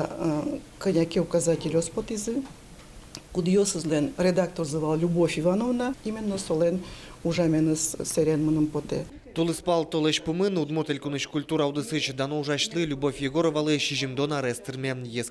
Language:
Udmurt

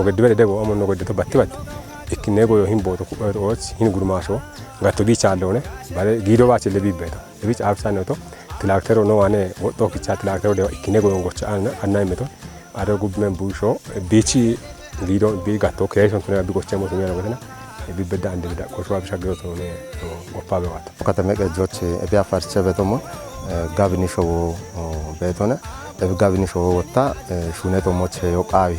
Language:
Kafa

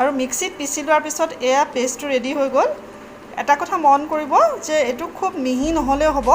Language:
Assamese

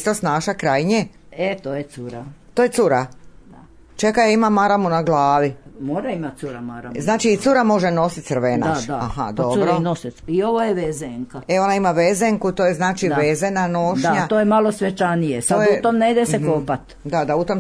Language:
Croatian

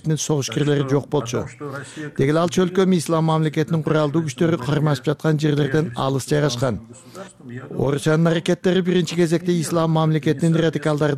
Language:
Kyrgyz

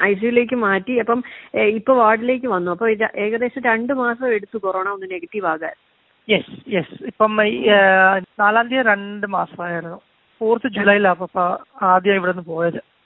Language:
Malayalam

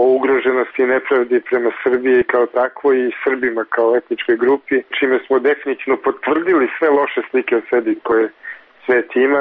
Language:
Serbian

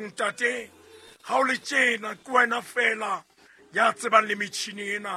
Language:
Southern Sotho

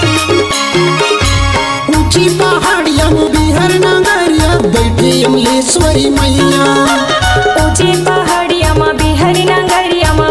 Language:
Bhojpuri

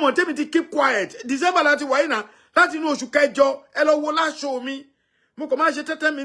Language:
Yoruba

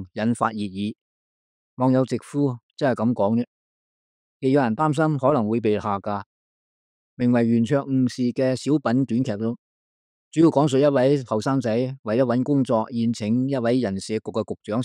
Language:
Cantonese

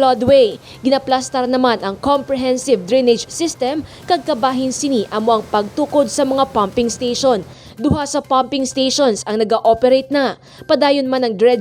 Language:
Hiligaynon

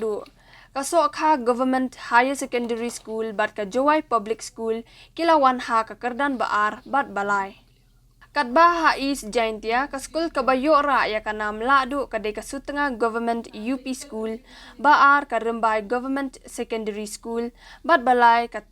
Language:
Khasi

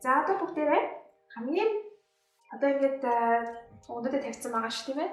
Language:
Mongolian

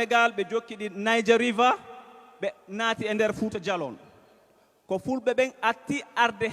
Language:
Fula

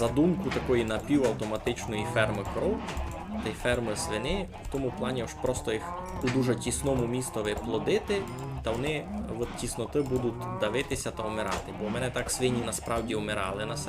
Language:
Rusyn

